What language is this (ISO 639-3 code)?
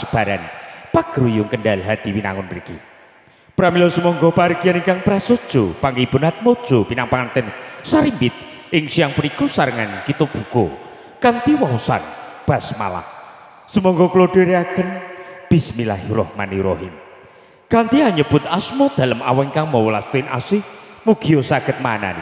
jav